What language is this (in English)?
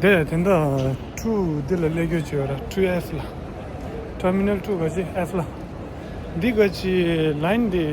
Tibetan